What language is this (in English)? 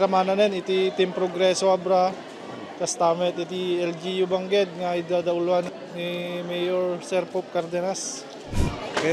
Iloko